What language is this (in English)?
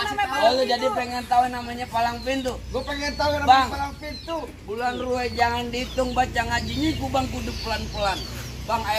Betawi